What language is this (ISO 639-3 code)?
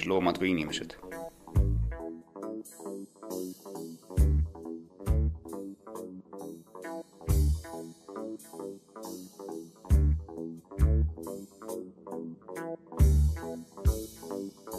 est